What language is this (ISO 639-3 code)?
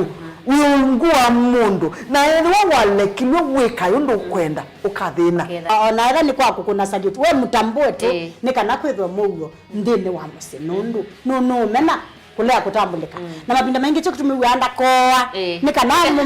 kam